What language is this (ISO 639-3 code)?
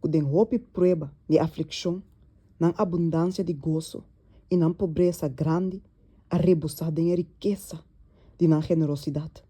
pap